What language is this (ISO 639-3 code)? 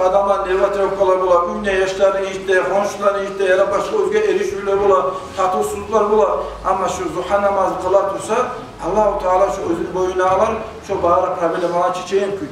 kum